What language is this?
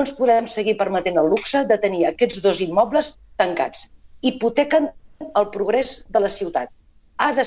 Catalan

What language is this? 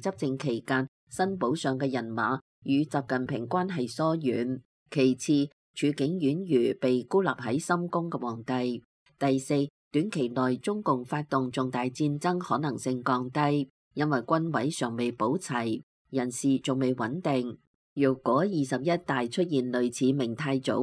Cantonese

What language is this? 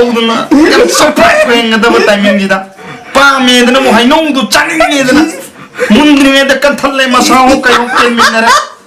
Manipuri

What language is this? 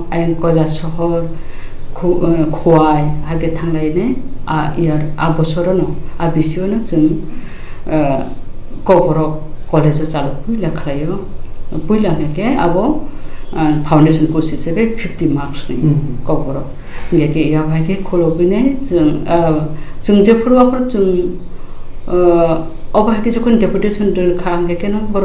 Kok Borok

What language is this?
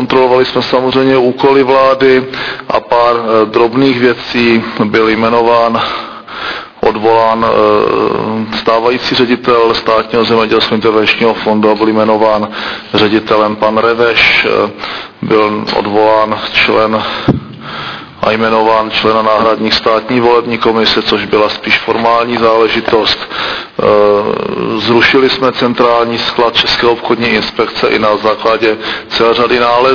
Czech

